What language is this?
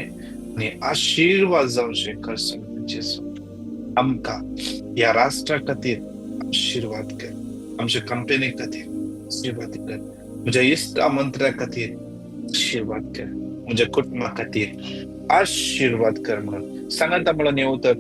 Konkani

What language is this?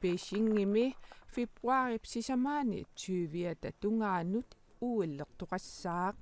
Kalaallisut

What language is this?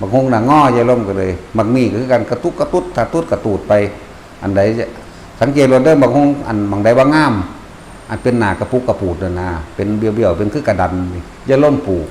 Northeastern Thai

